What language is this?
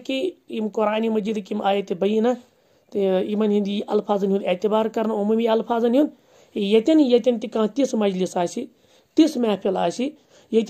Kashmiri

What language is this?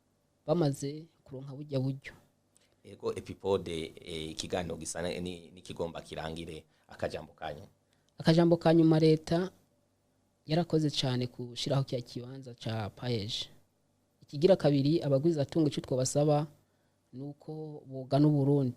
Rundi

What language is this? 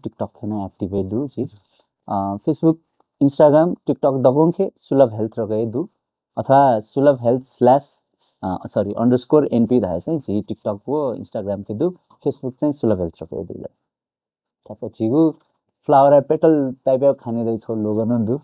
Newari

